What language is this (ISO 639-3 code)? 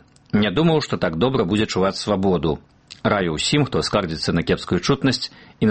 bel